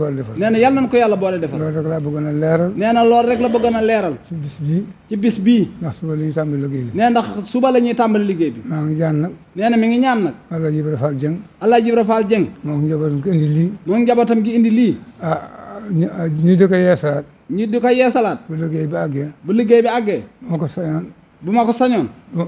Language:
Wolof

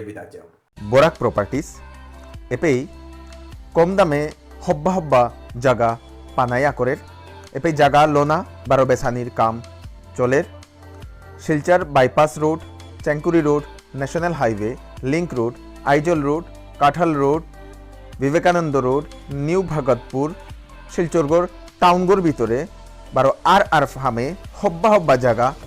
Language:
Bishnupriya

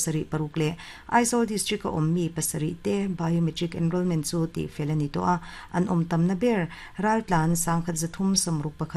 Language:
Mizo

